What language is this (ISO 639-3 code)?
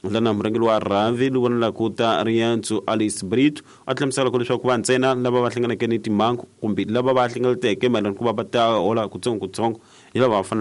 tso